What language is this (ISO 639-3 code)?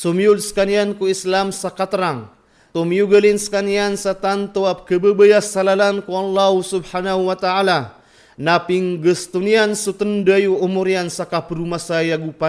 mrw